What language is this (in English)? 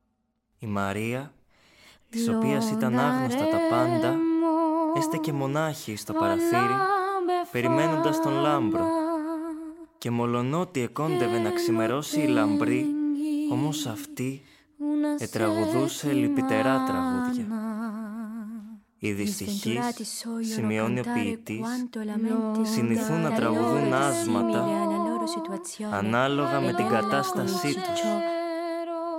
Greek